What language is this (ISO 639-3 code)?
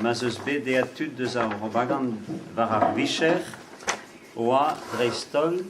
bre